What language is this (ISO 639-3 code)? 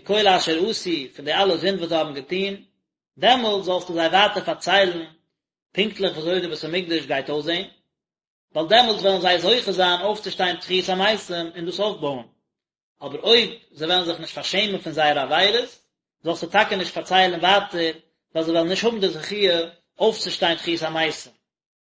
yid